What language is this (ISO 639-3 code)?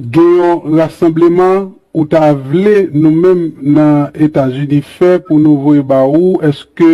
hat